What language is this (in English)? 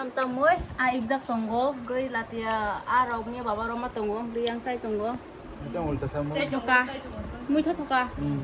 Kok Borok